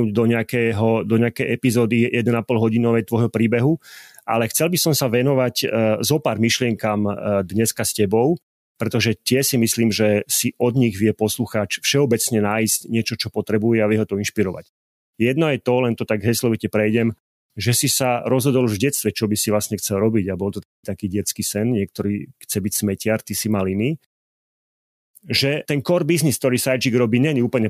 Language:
Slovak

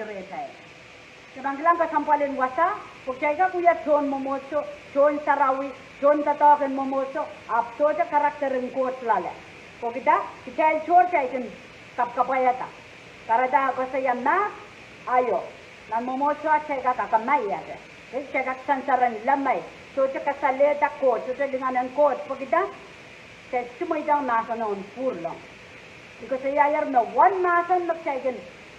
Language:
Pohnpeian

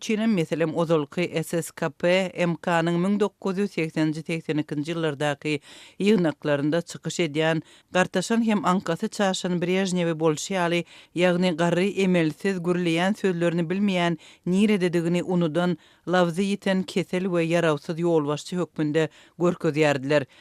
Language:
Turkmen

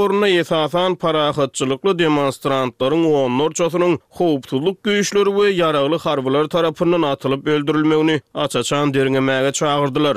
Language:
Turkmen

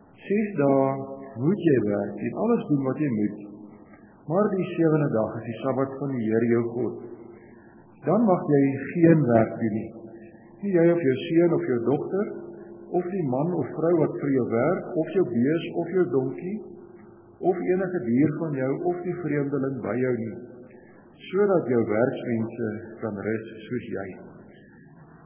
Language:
Afrikaans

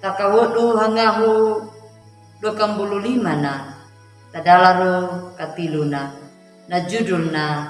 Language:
Anakalangu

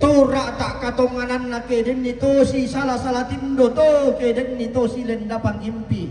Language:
Toraja-Sa'dan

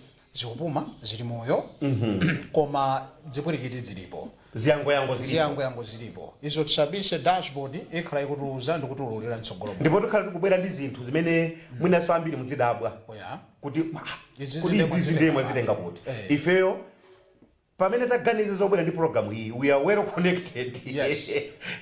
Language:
Nyanja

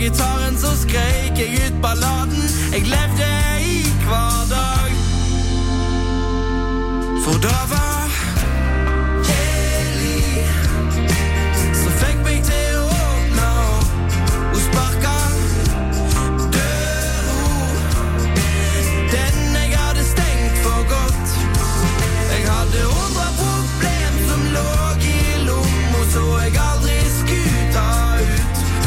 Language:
Norwegian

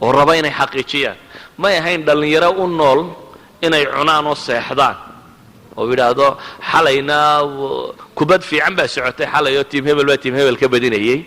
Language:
Somali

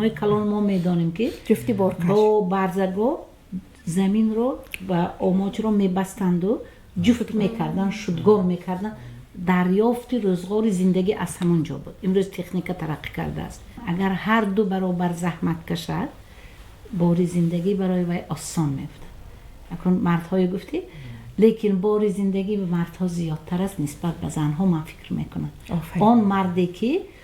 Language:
Tajik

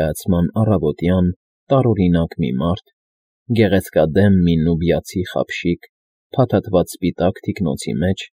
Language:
Armenian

